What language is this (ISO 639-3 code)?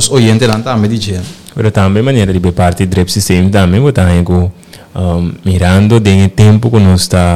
pap